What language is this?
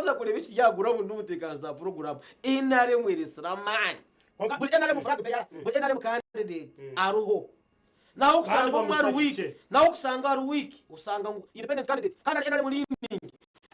Nyankole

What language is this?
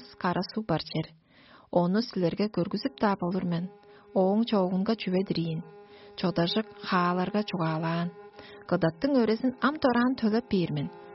Tuvinian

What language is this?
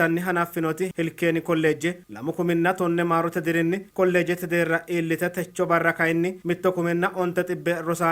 Sidamo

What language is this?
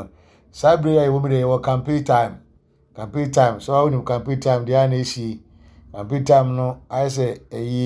Akan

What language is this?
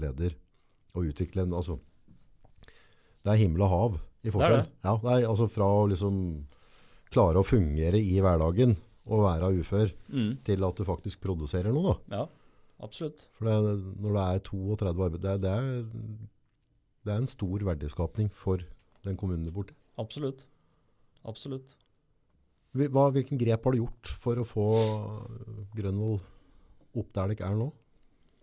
Norwegian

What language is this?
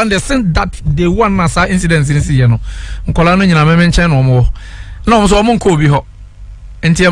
Akan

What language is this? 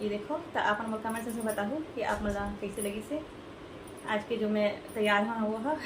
Chhattisgarhi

